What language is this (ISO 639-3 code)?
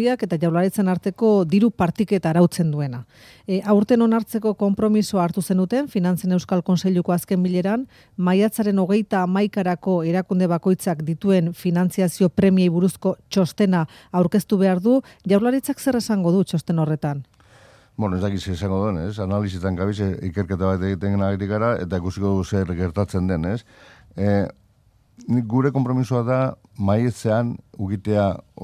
eus